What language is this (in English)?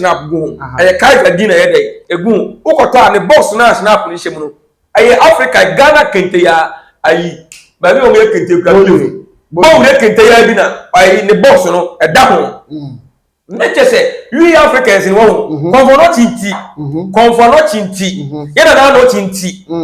Akan